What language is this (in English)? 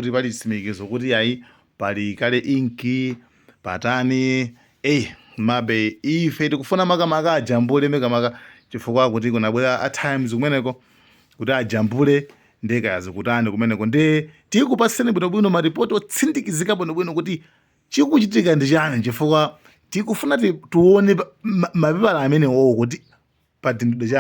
Nyanja